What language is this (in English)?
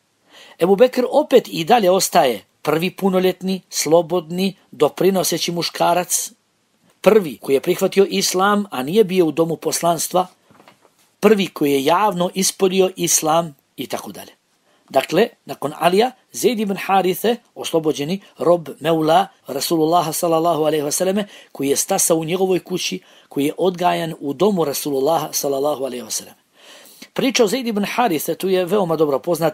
Bosnian